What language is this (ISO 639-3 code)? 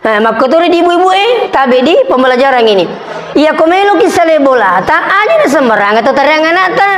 bug